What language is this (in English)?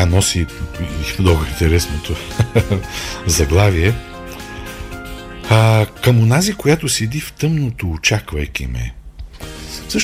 Bulgarian